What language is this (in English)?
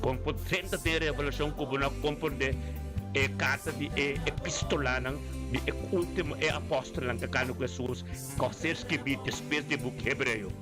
Papiamento